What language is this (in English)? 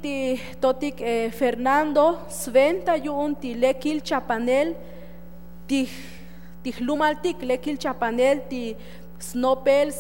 Tzotzil